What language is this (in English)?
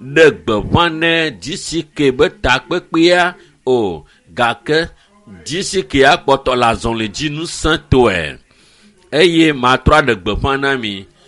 Ewe